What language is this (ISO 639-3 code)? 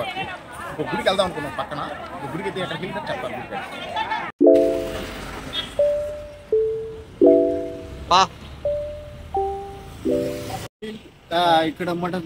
tel